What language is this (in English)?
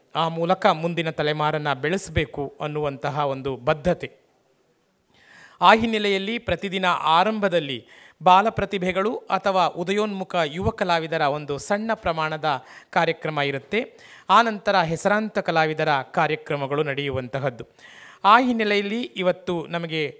Kannada